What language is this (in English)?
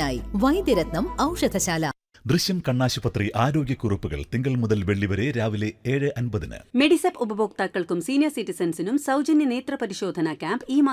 Malayalam